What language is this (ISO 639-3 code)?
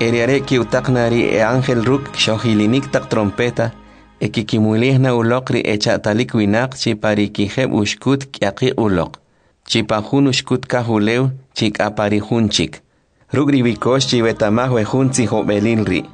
quc